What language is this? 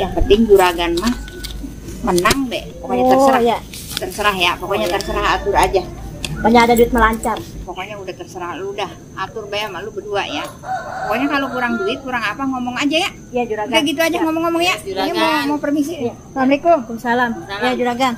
Betawi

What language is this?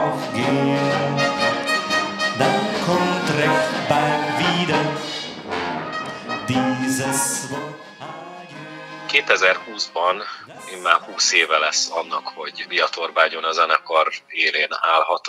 Hungarian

